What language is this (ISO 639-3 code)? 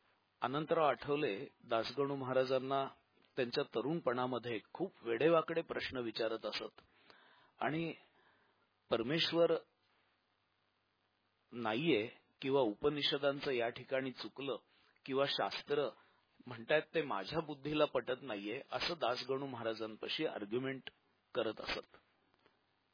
mar